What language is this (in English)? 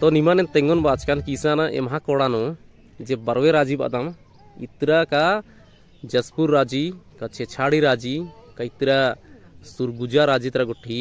Kurukh